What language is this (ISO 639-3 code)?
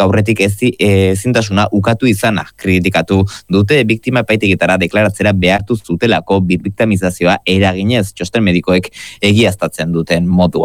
eus